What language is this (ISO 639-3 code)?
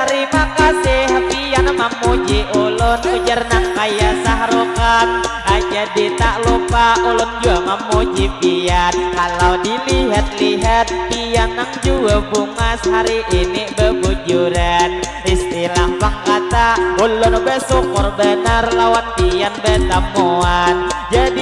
bjn